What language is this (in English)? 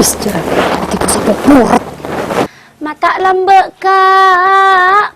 Madurese